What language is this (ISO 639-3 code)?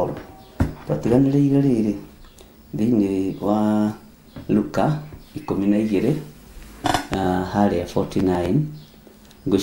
kik